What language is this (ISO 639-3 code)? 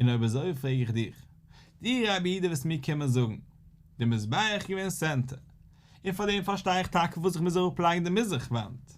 yid